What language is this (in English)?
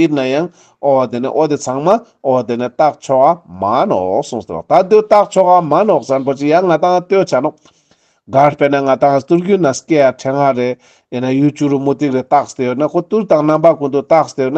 Ladakhi